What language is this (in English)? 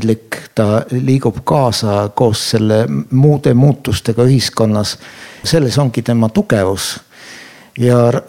Estonian